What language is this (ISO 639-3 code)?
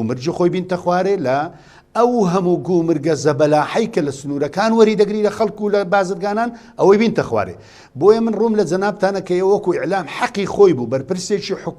ckb